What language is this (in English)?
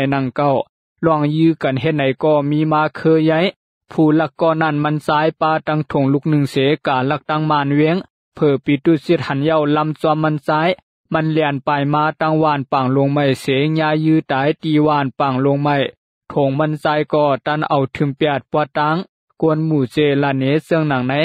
Lao